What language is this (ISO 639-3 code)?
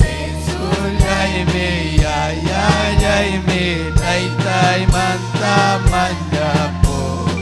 quy